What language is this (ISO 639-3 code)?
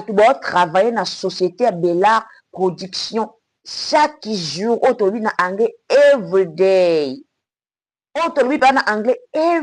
lin